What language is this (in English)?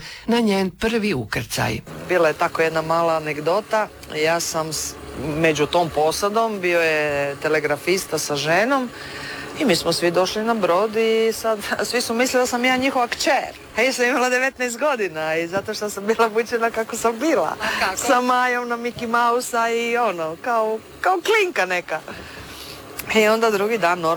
Croatian